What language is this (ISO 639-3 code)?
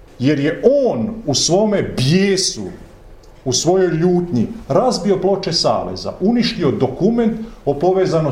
hrv